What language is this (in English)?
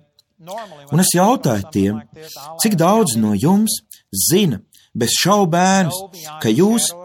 Latvian